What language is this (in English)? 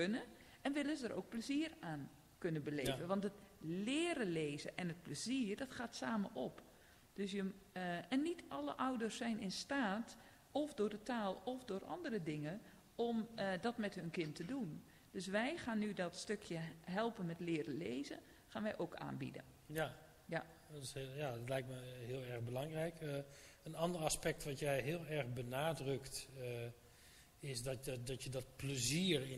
Dutch